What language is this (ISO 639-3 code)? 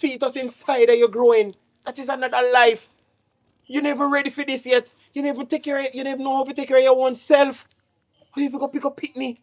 jam